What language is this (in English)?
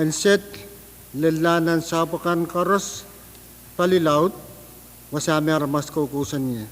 Pohnpeian